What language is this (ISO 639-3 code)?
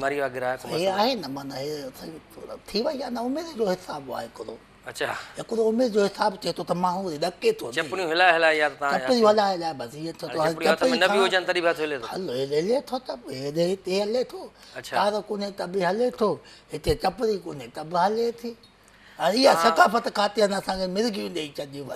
snd